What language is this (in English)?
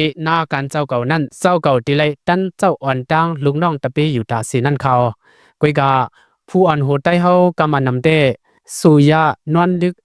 Shan